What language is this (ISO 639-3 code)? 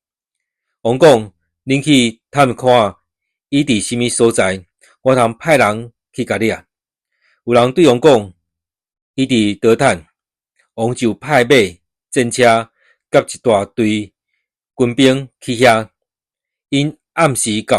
nan